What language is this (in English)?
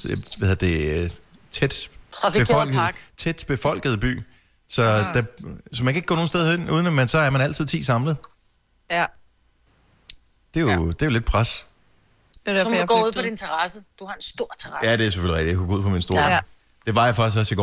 Danish